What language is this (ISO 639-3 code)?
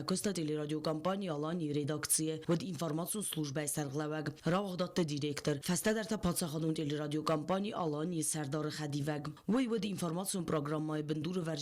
oss